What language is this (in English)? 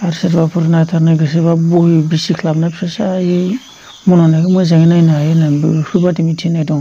Bodo